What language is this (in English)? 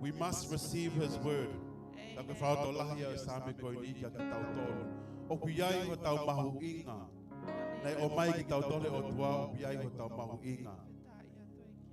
Tongan